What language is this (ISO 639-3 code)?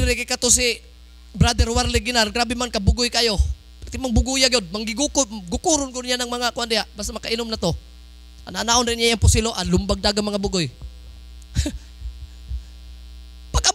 ceb